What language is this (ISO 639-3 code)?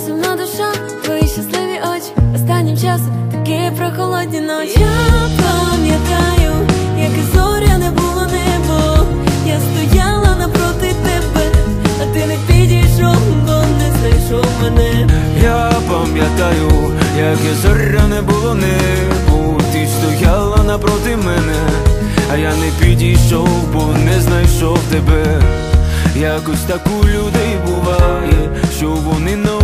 ukr